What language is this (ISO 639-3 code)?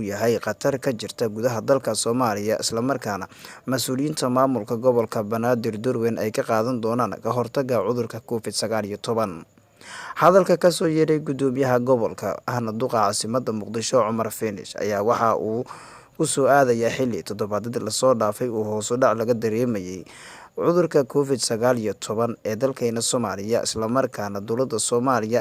som